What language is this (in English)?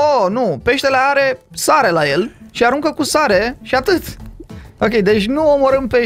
Romanian